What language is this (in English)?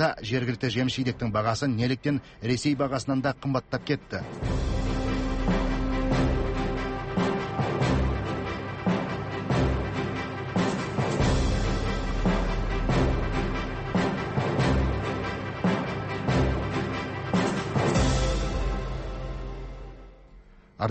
Kazakh